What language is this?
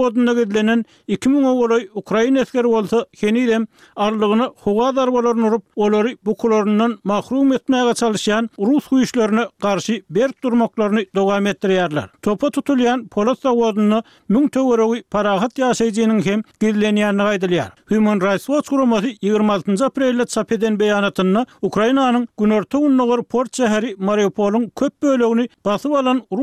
Turkmen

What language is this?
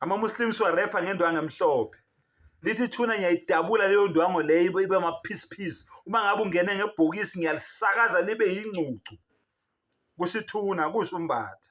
Zulu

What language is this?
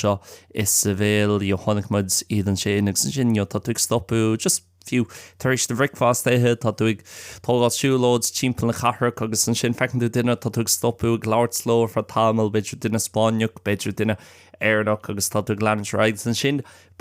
Irish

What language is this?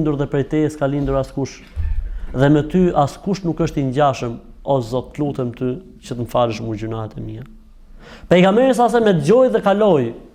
Albanian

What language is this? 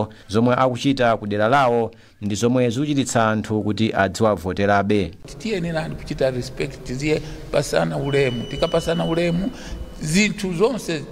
Nyanja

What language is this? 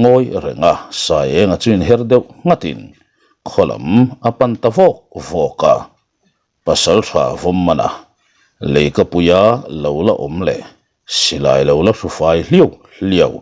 Mizo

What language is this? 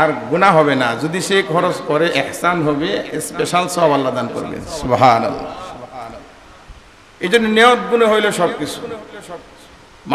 Bangla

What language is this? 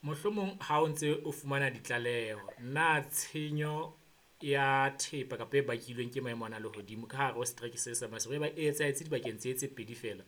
Southern Sotho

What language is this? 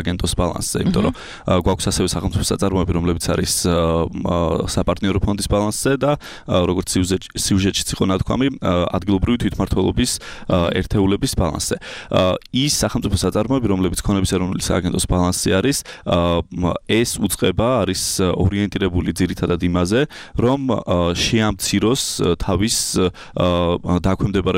Georgian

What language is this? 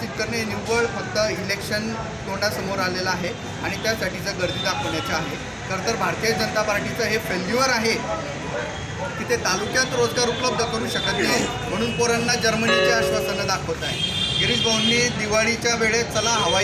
Marathi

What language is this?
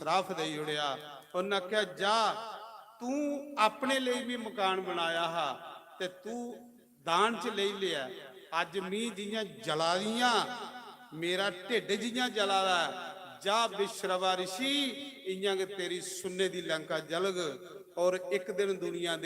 Dogri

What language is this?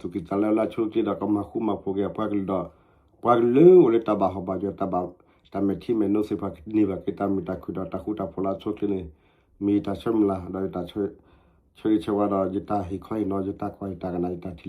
S'gaw Karen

